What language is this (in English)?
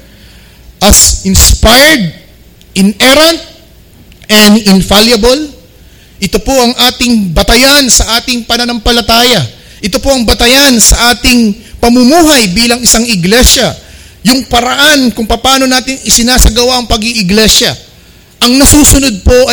Filipino